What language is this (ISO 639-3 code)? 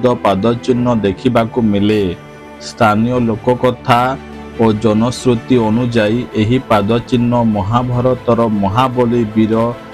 ori